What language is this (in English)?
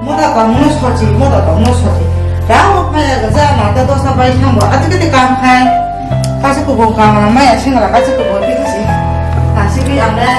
Kok Borok